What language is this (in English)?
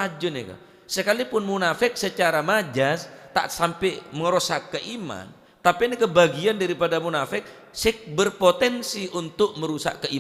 Madurese